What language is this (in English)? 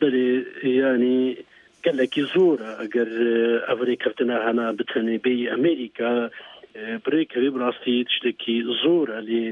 Kurdish